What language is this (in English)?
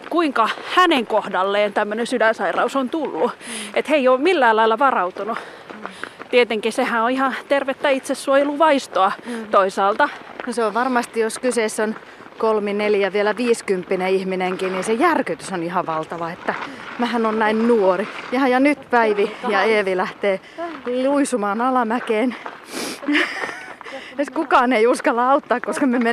Finnish